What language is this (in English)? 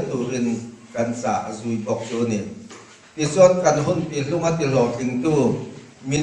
Mizo